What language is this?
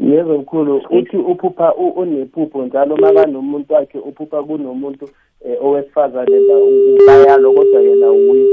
South Ndebele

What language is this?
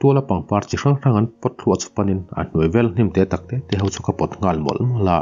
Mizo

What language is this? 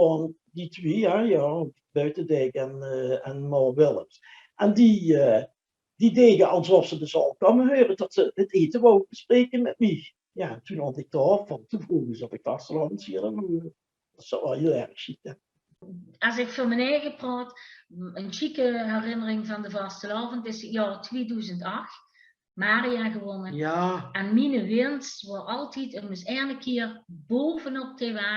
Limburgish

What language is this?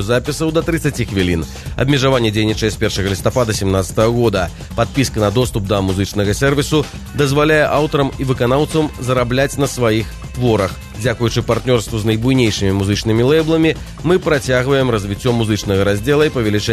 Belarusian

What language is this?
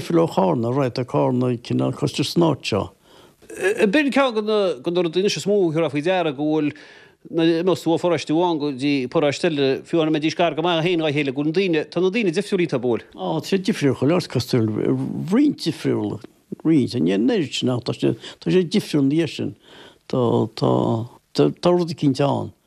Irish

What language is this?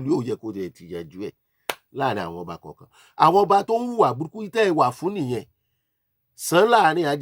Yoruba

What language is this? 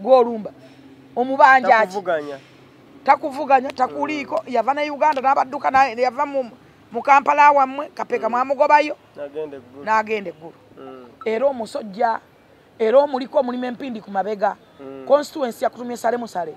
Ganda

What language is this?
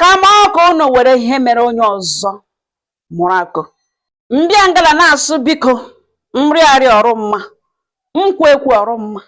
Igbo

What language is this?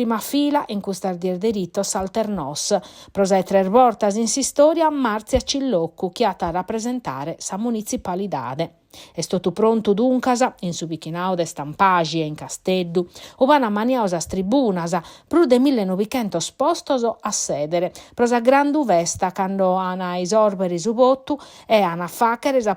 Sardinian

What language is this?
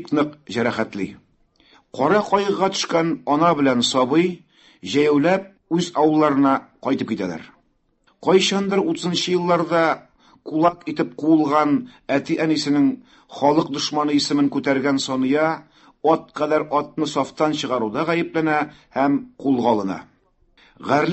Tatar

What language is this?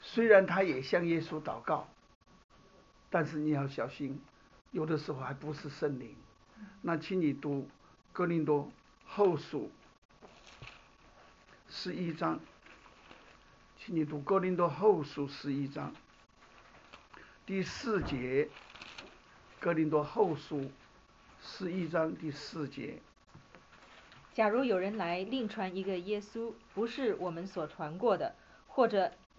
Chinese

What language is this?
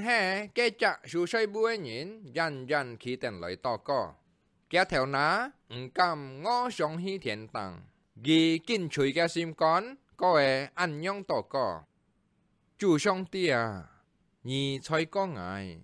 Hakka Chinese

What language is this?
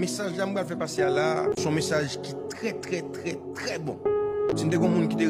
Haitian Creole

